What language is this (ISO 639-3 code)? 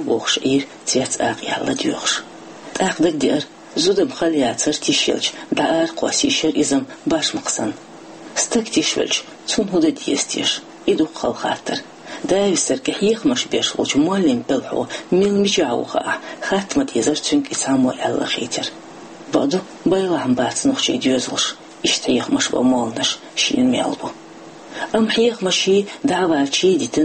che